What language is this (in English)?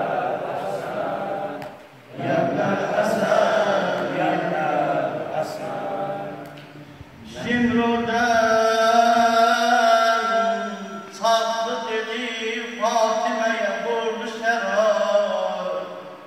Turkish